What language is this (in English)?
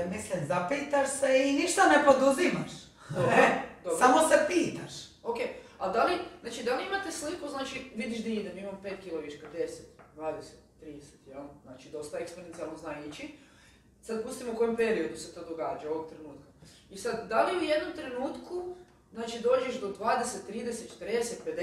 Croatian